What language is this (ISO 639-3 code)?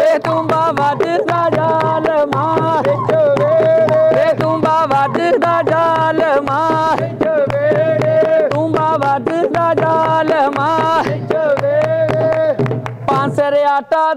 pan